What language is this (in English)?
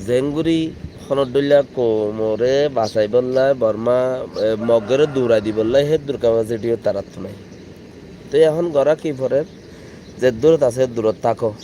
Rohingya